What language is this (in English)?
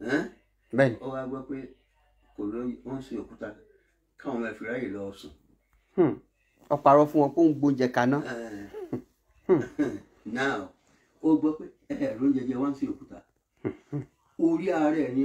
Yoruba